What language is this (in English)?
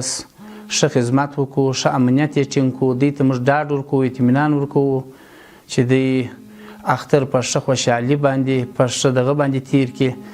Pashto